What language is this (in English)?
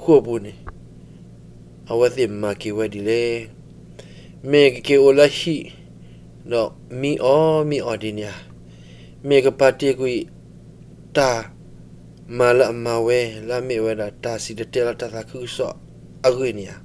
S'gaw Karen